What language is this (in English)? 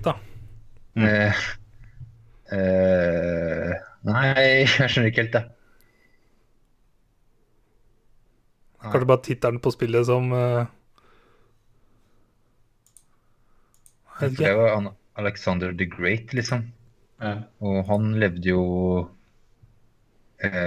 Norwegian